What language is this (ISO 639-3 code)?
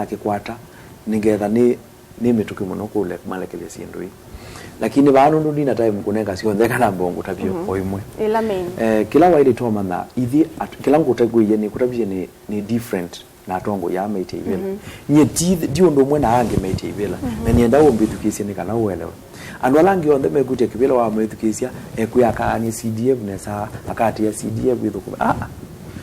kam